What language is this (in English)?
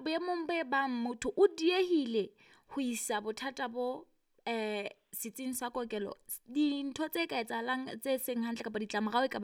Southern Sotho